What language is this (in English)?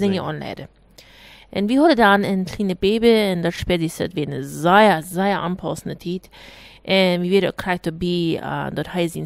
Plautdietsch